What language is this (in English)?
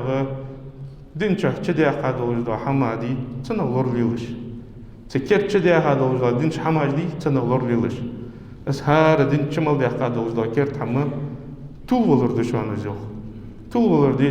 Ingush